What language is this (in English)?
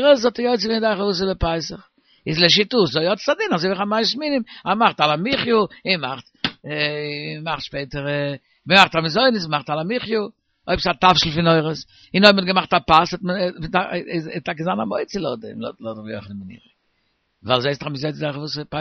Yiddish